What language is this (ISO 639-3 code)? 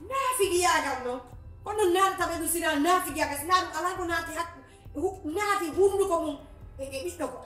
ful